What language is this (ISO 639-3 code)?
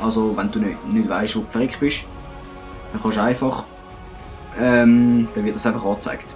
gsw